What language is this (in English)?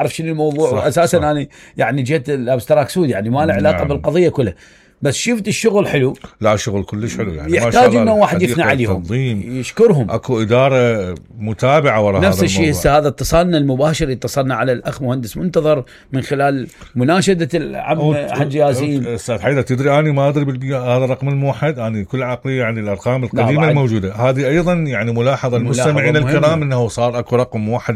Mesopotamian Arabic